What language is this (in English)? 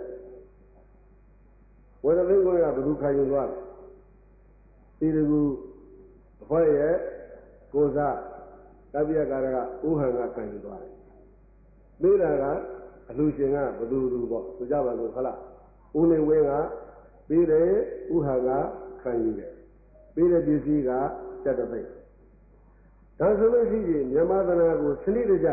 Burmese